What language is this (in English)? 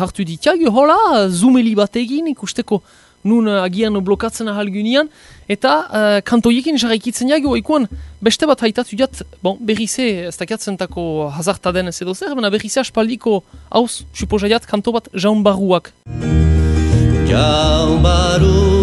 Basque